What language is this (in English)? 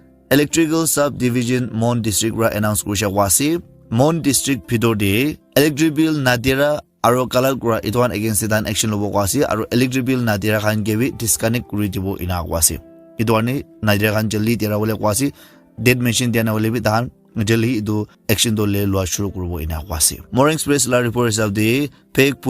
Naga Pidgin